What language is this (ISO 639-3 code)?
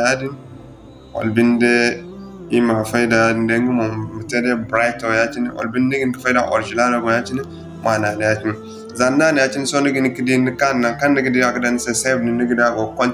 dje